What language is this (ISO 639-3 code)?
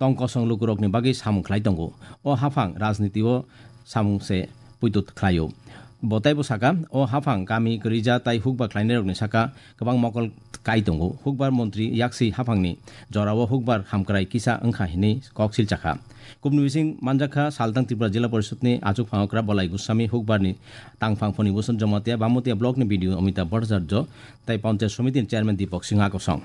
trp